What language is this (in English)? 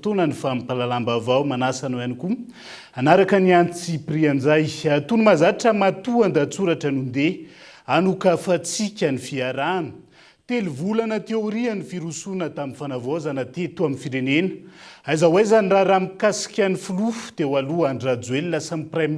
Malagasy